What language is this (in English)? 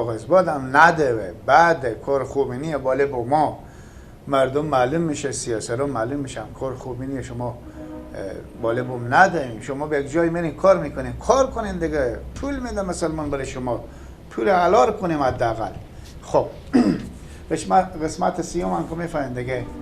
Persian